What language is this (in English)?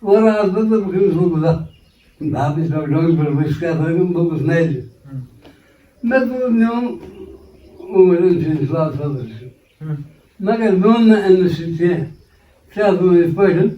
Kashmiri